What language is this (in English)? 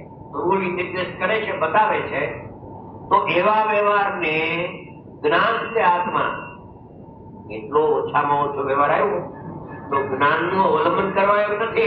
Gujarati